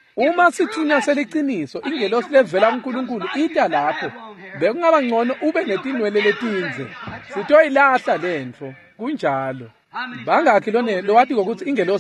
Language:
Swati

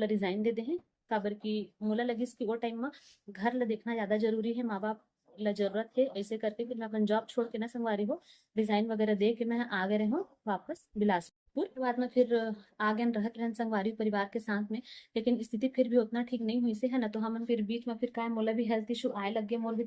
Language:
Chhattisgarhi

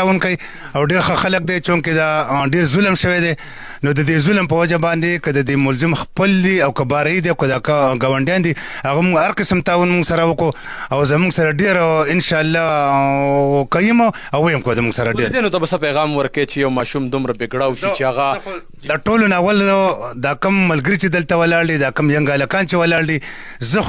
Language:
Pashto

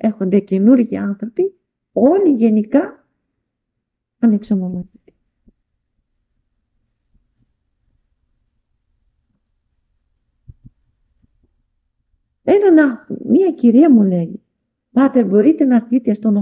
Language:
Greek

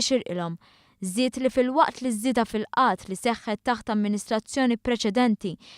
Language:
Maltese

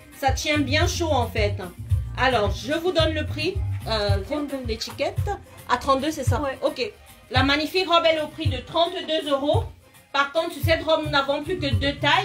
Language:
French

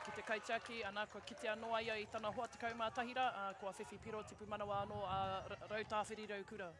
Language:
Māori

